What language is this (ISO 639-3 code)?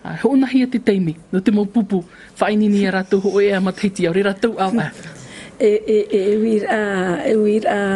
tah